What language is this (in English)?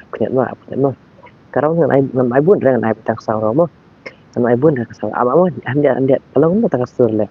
Khasi